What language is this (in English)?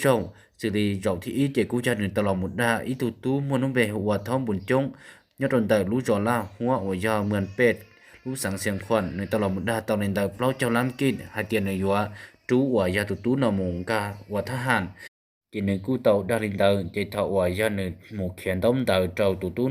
Hmong